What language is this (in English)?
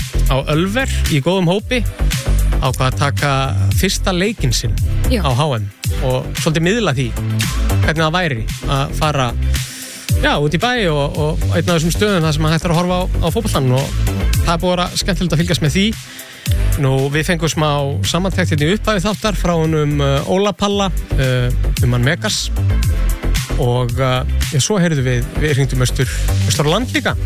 Icelandic